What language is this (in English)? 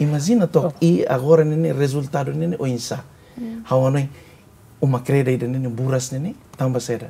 Tetum